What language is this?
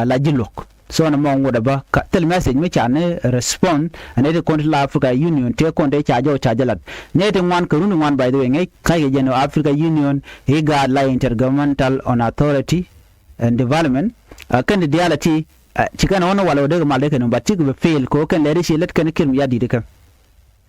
Nuer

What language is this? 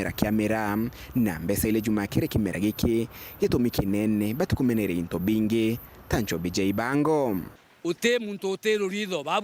Meru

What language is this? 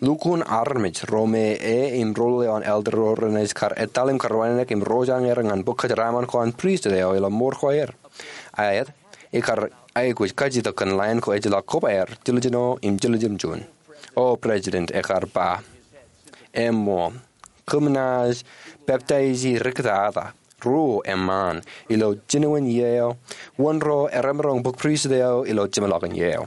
Marshallese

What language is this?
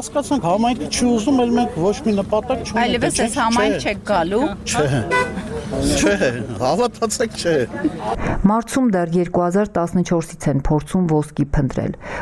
Armenian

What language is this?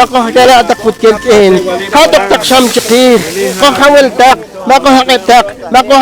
Poqomchi'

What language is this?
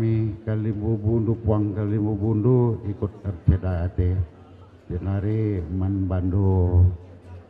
Batak Karo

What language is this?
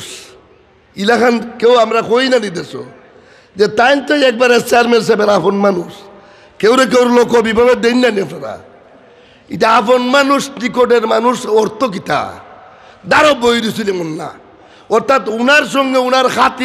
Sylheti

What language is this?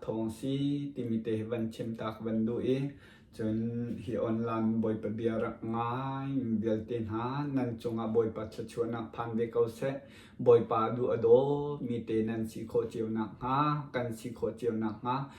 Hakha Chin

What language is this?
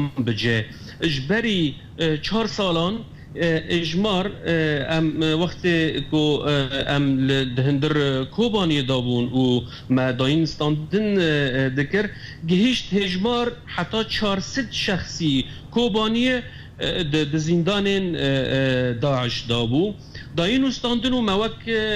Kurdish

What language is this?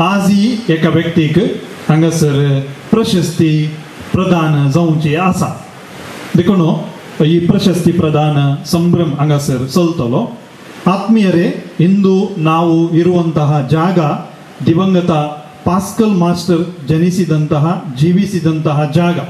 Konkani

